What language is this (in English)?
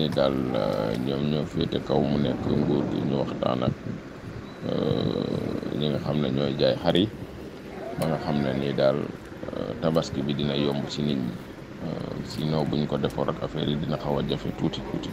Wolof